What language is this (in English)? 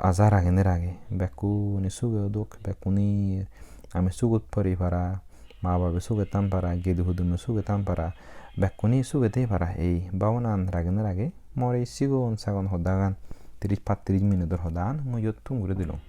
Chakma